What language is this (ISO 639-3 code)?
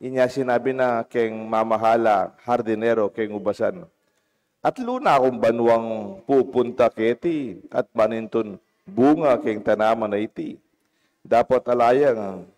pam